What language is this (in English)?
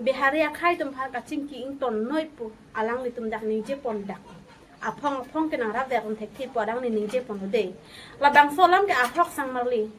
Karbi